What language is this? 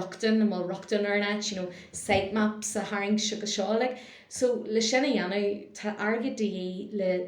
Irish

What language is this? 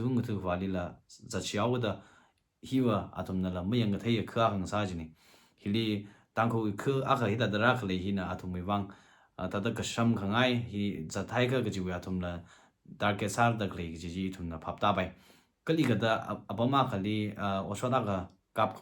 Tangkhul Naga (India)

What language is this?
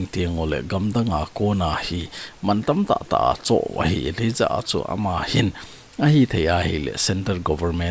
Thado Chin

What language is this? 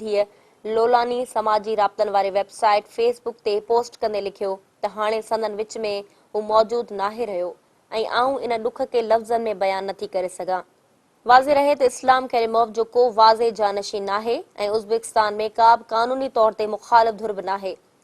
Sindhi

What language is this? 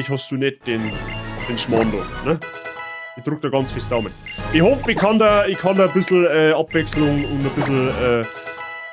Bavarian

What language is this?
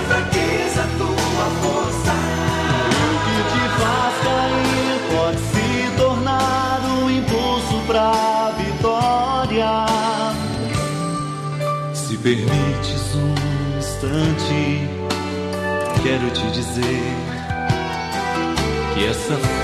Portuguese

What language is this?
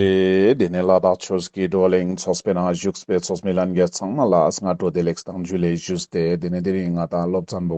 Ladakhi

